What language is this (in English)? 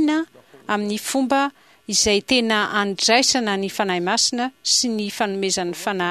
Malagasy